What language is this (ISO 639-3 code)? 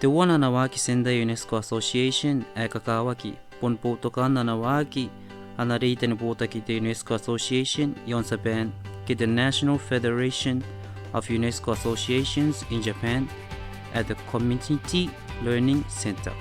gil